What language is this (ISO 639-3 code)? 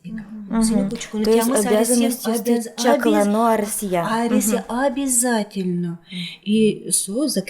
udm